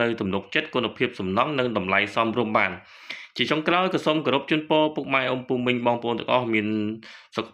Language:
Khmer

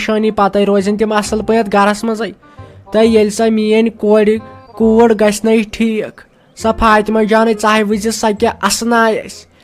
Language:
Kashmiri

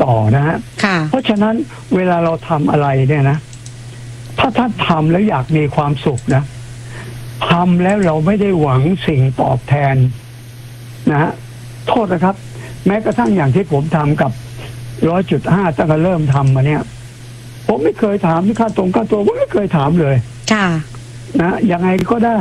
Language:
Thai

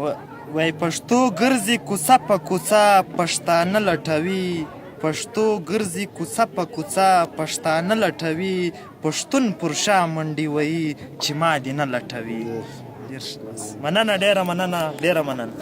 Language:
Pashto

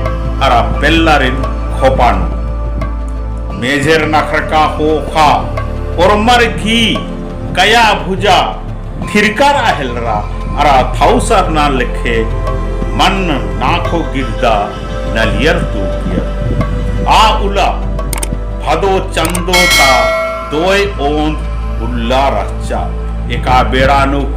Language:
Kurukh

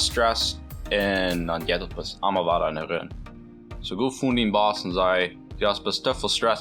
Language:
Plautdietsch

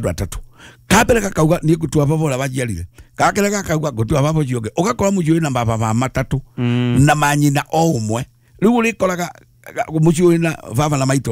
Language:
Kikuyu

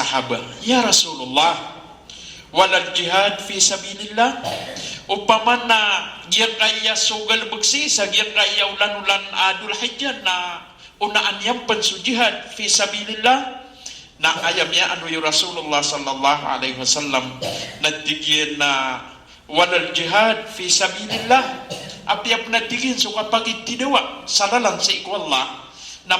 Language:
Maranao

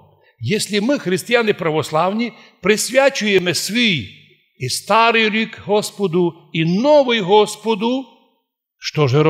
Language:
Rusyn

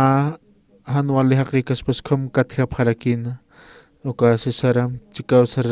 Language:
Aymara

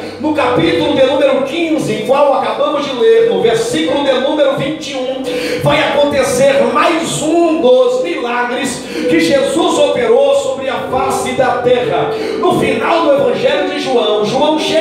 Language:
Portuguese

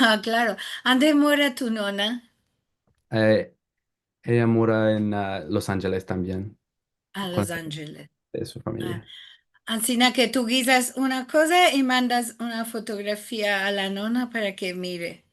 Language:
Ladino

